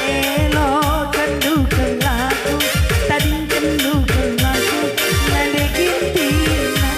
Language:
Batak Karo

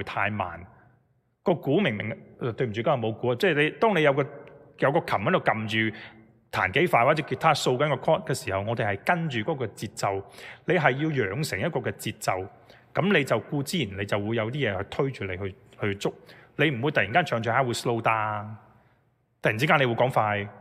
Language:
Cantonese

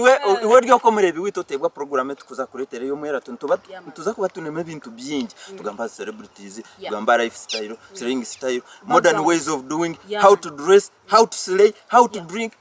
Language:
Nyankole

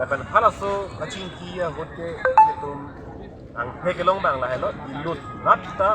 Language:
Karbi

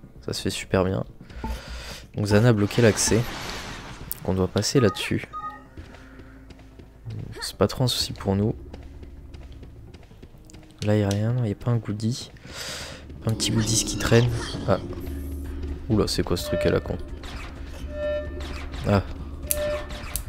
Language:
French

